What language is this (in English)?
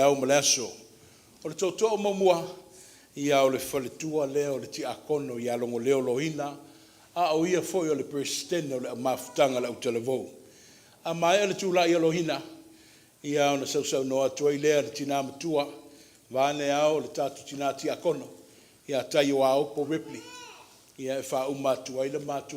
Samoan